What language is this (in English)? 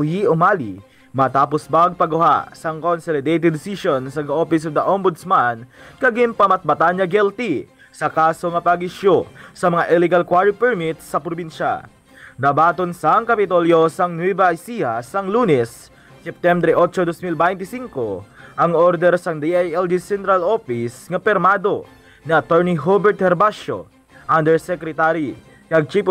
Hiligaynon